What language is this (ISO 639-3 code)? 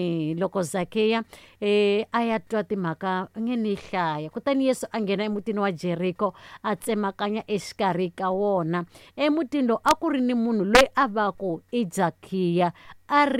tso